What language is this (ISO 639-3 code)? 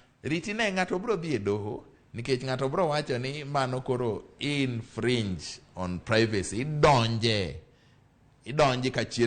luo